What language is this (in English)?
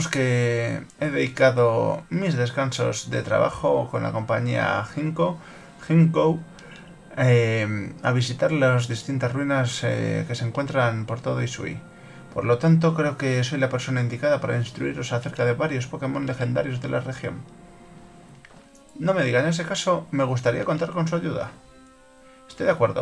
Spanish